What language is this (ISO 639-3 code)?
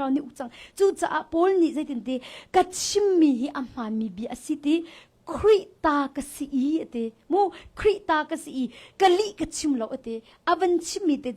cnh